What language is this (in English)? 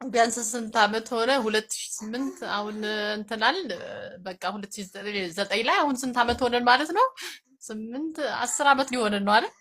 Amharic